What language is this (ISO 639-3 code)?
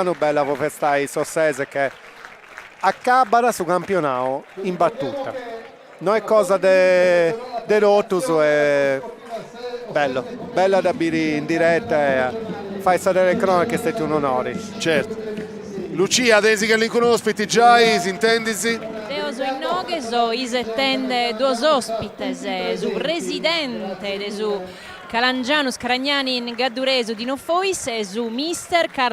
srd